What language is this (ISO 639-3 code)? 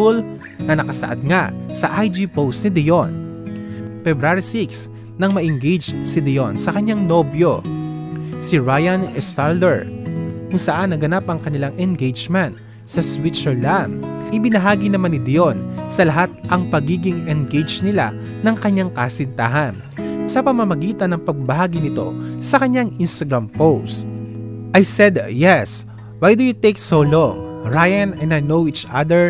fil